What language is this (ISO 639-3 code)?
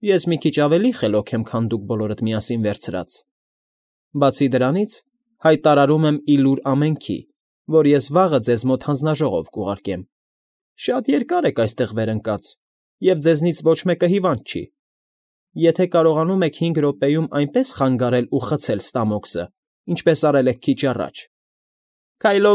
hye